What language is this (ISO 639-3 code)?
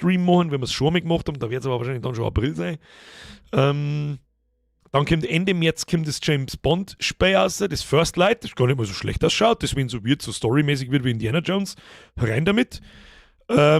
bar